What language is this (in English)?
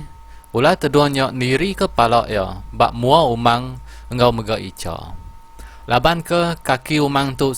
Iban